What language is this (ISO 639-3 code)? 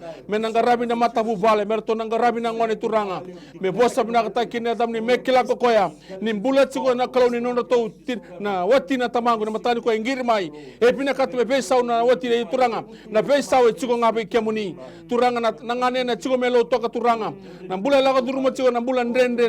fij